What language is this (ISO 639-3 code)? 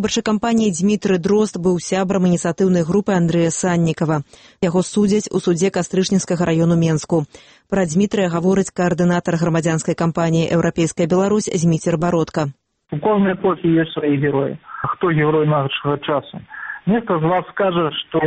bel